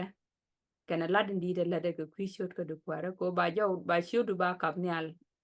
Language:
Nuer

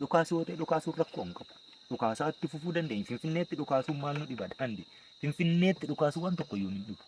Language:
Oromo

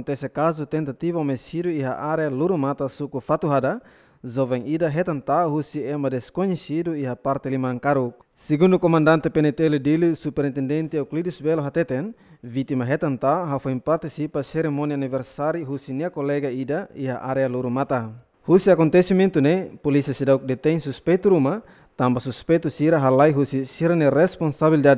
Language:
Tetum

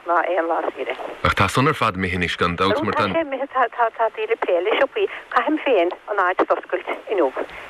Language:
Irish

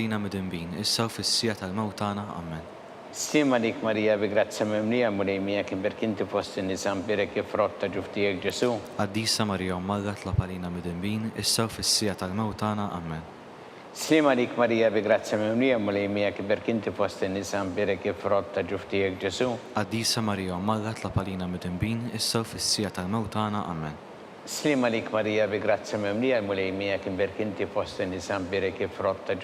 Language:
Maltese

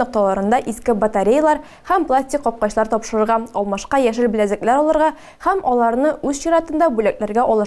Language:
Tatar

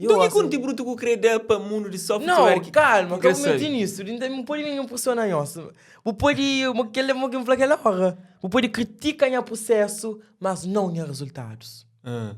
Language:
Kabuverdianu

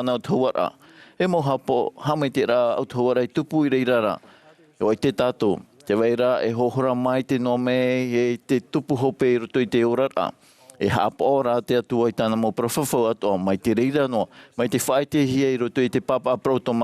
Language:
Tahitian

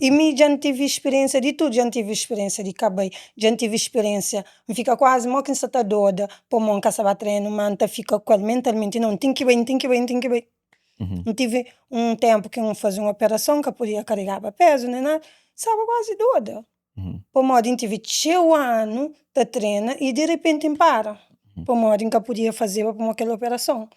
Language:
Kabuverdianu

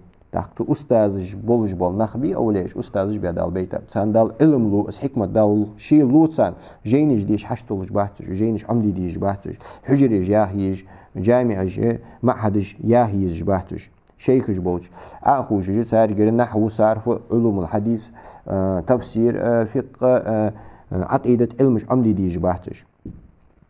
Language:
Ingush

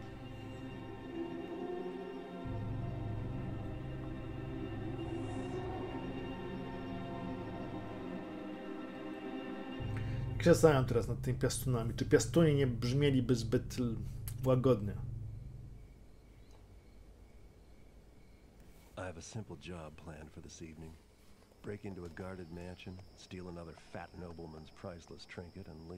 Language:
Polish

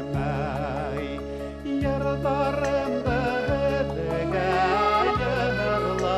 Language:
Bashkir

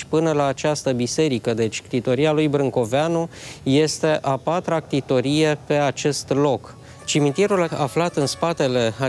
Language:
Romanian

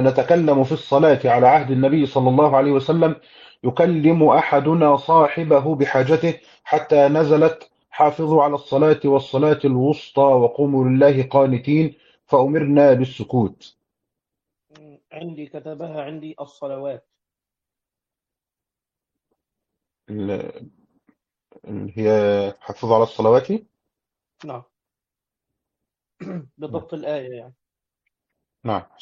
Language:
Arabic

